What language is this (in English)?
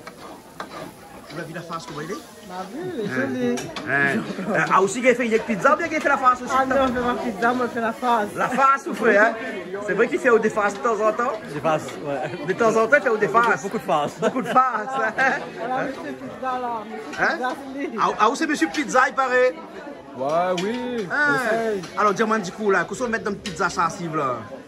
Réunion Creole French